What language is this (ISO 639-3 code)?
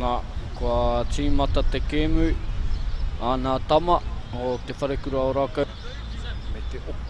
mri